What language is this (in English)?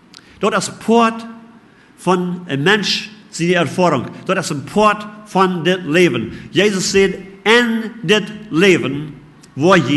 Plautdietsch